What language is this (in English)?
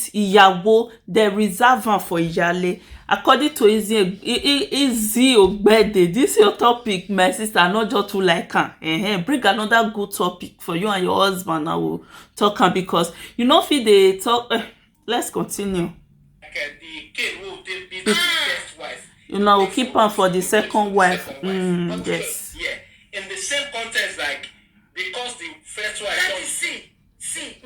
Nigerian Pidgin